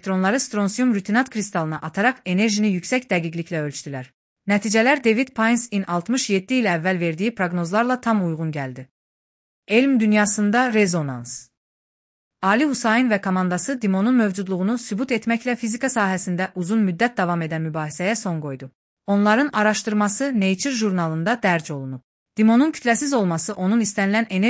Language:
Azerbaijani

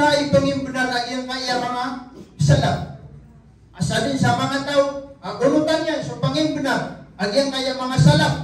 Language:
Maranao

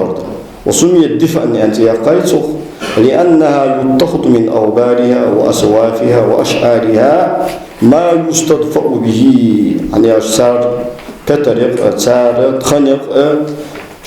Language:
Ingush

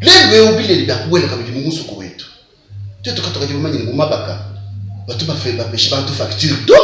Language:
Luba-Lulua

